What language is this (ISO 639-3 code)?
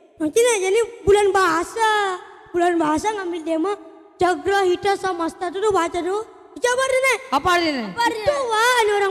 ban